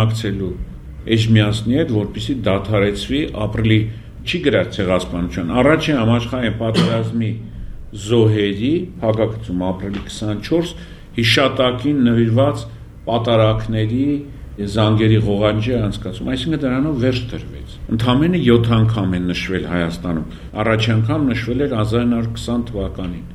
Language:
Armenian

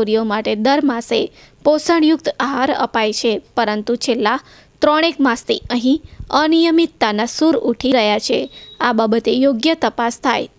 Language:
Gujarati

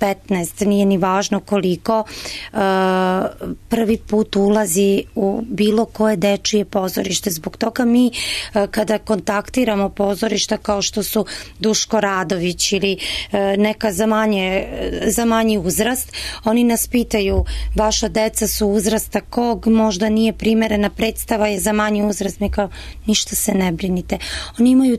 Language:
Serbian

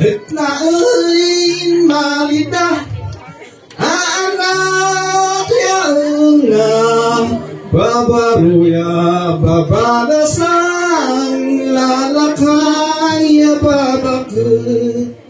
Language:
Kankanaey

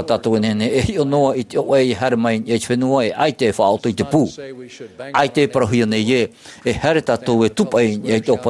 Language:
Tahitian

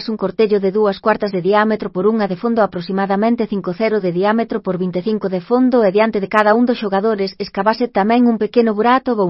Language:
Galician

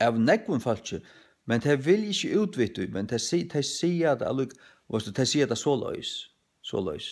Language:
Faroese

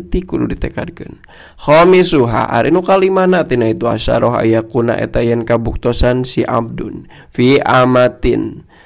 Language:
Sundanese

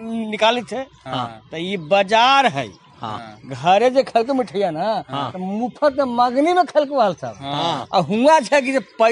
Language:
Magahi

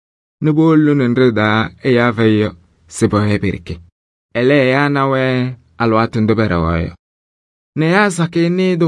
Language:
Kabiyè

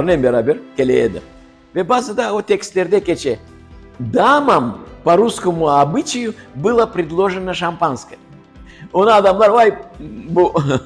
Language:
Crimean Tatar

